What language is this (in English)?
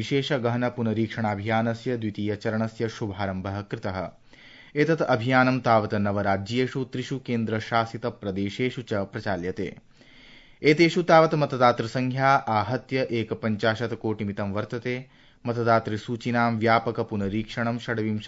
Sanskrit